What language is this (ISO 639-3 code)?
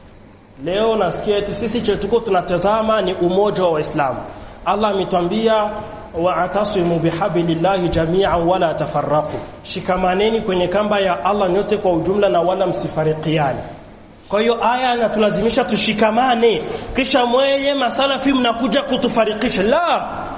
swa